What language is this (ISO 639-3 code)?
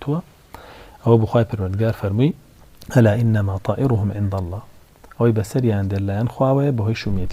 ckb